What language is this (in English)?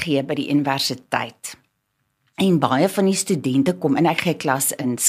Afrikaans